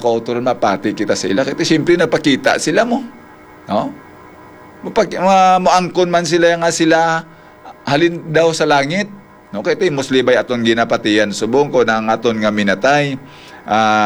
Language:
Hiligaynon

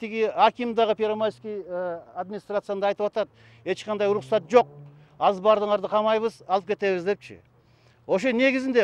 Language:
Kyrgyz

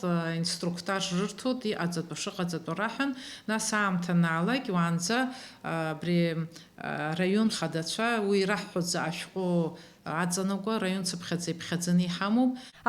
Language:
Abkhazian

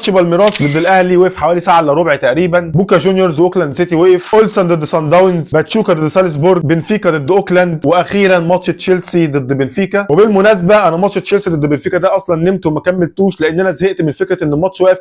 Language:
Egyptian Arabic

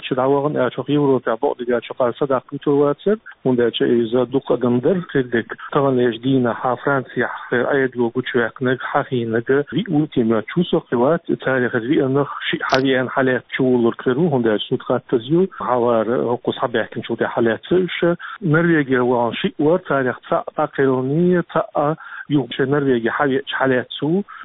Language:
Chechen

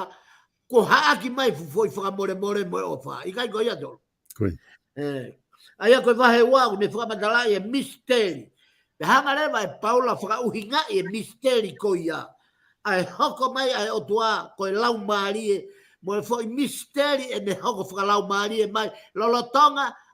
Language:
Tongan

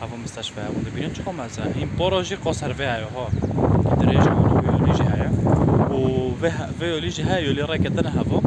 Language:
Kurdish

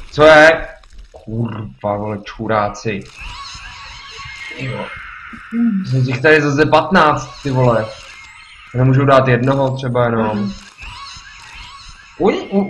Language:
Czech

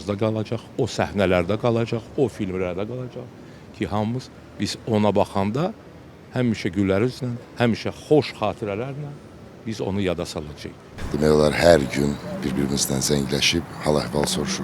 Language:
Azerbaijani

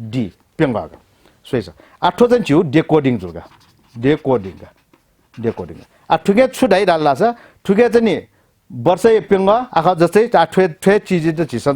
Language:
Newari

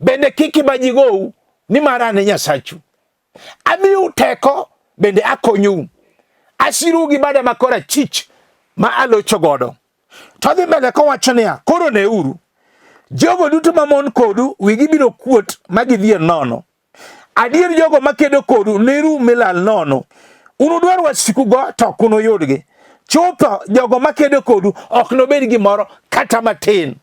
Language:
Luo (Kenya and Tanzania)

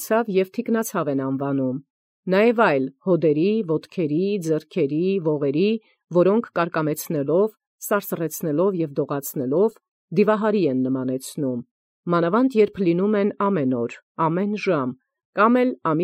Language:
Armenian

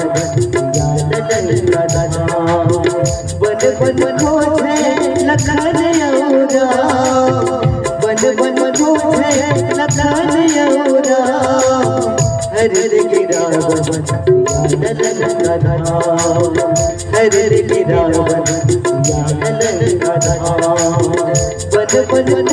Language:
Chhattisgarhi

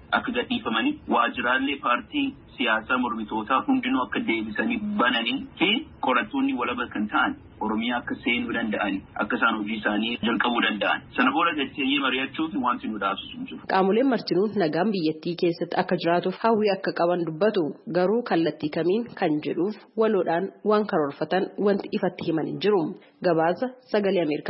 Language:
Oromo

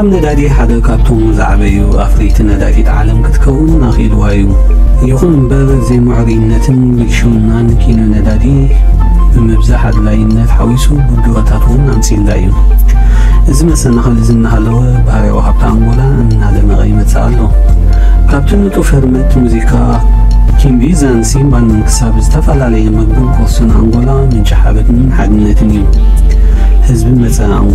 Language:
Tigrinya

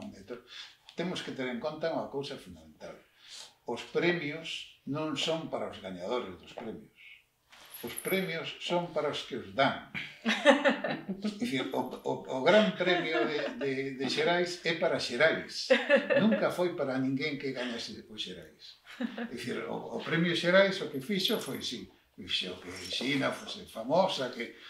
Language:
Galician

